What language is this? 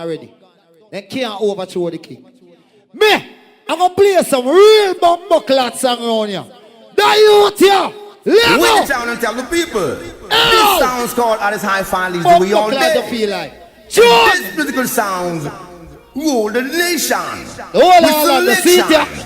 Jamaican Creole English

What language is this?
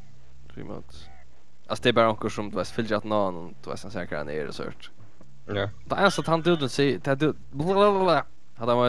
Faroese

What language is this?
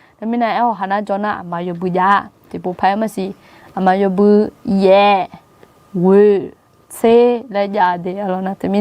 Akha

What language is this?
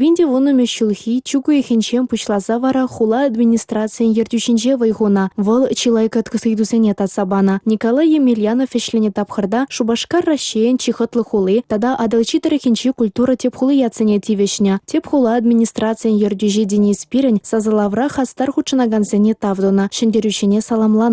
Chuvash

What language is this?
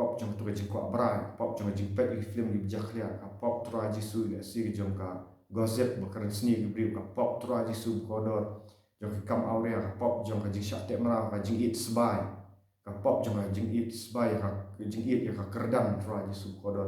Khasi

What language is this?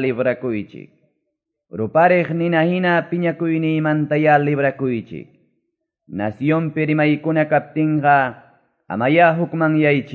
Quechua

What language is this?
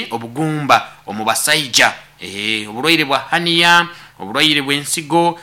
Nyankole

